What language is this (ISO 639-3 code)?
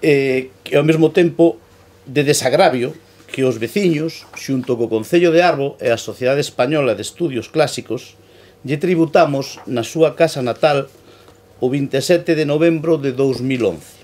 glg